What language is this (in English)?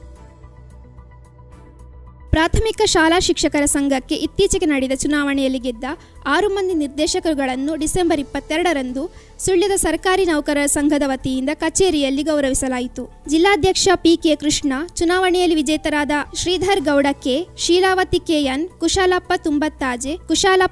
Kannada